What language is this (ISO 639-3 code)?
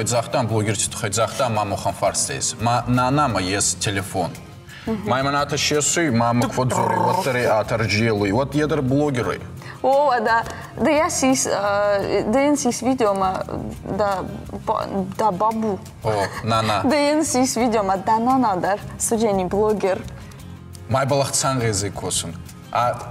oss